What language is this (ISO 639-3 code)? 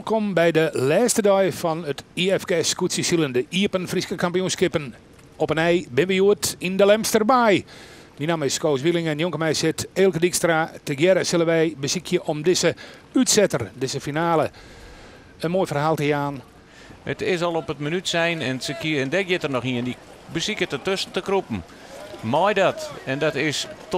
fry